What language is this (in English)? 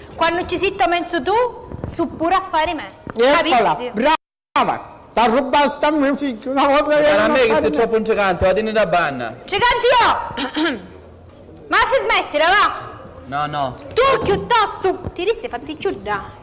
Sicilian